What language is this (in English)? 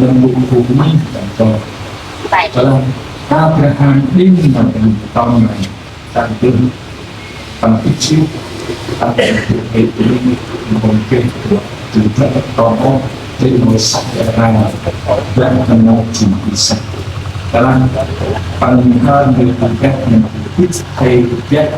Central Mnong